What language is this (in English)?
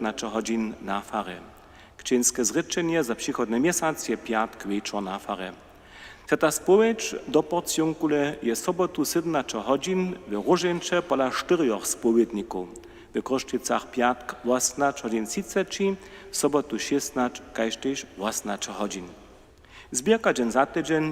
Upper Sorbian